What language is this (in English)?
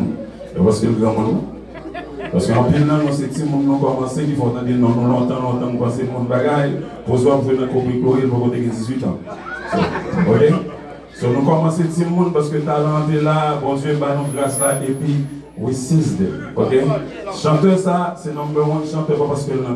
Haitian Creole